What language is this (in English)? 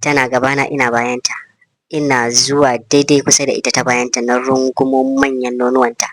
Hausa